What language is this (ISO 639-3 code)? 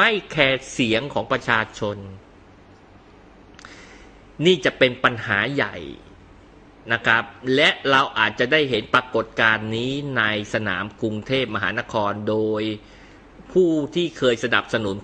tha